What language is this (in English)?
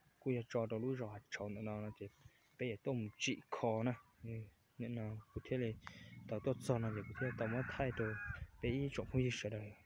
Hmong